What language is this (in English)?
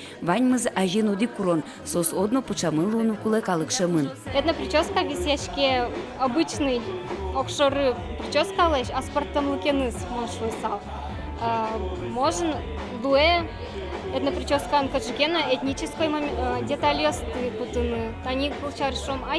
Udmurt